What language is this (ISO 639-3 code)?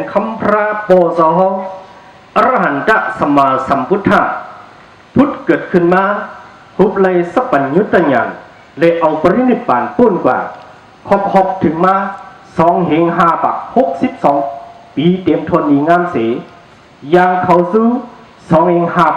shn